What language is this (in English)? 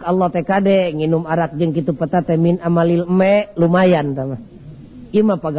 Sundanese